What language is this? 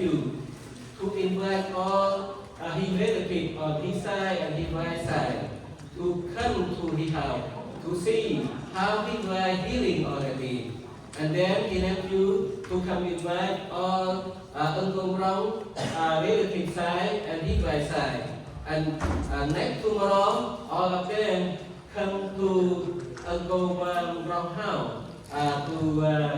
Central Mnong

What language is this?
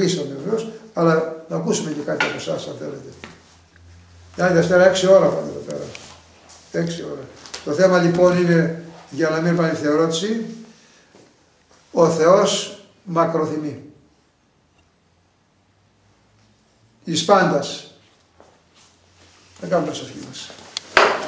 Greek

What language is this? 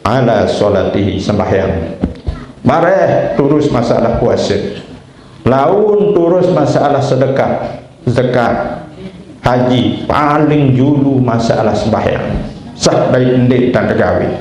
Sasak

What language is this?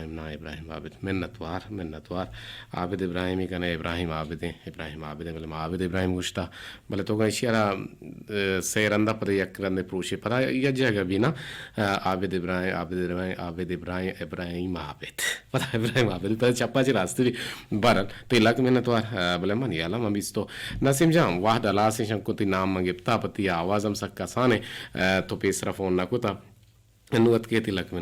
Eastern Balochi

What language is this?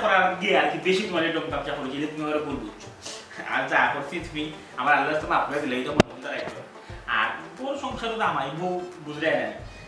Sylheti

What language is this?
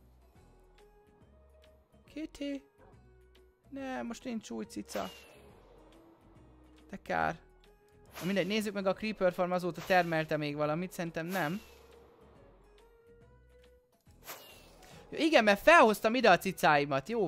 Hungarian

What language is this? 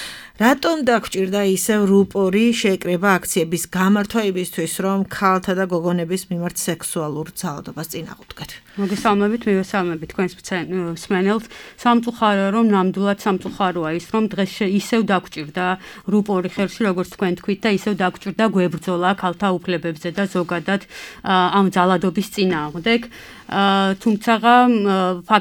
Georgian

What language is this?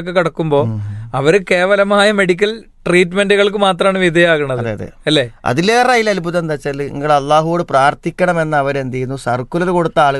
Malayalam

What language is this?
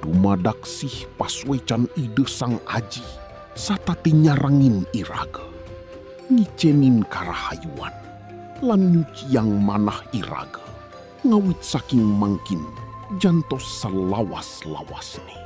Balinese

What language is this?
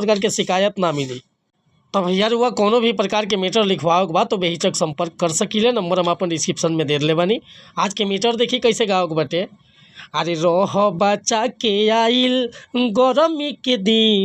Bhojpuri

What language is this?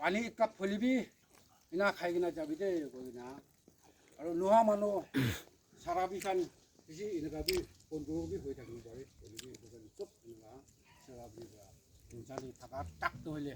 Naga Pidgin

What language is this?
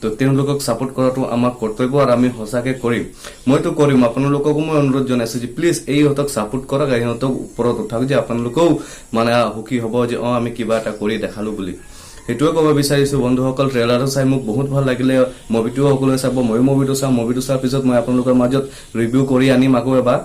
Assamese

